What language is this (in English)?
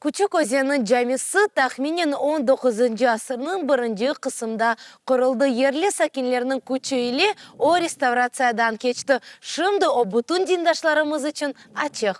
Crimean Tatar